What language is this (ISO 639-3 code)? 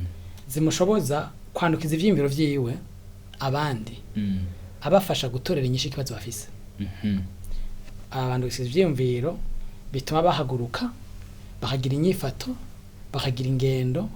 run